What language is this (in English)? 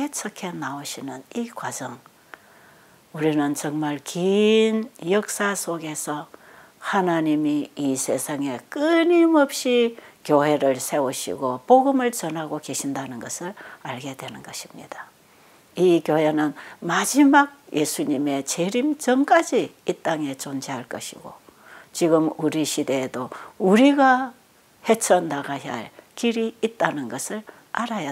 Korean